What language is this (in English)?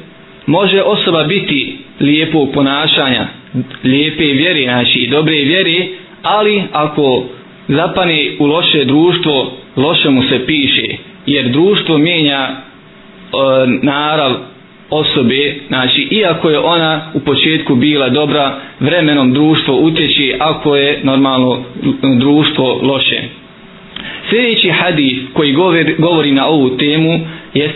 Bosnian